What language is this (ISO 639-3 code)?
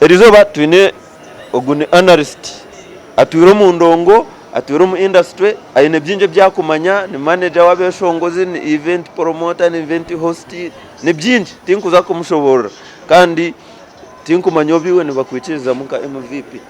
nyn